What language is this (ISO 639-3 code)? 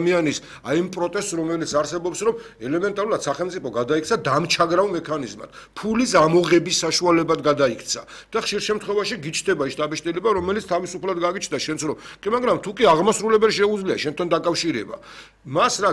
kat